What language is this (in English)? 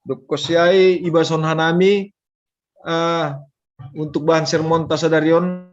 Batak Simalungun